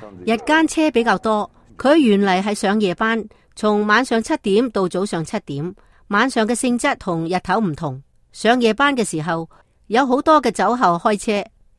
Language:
Cantonese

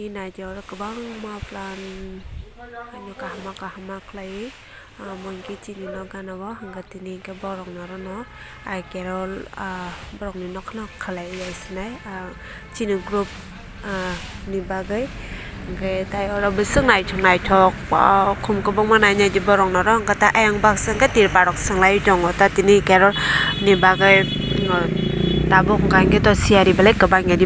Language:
Kok Borok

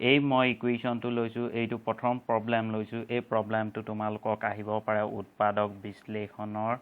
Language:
Assamese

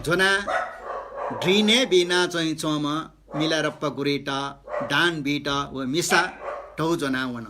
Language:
Newari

